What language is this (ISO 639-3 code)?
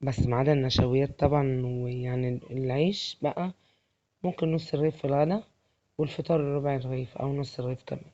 arz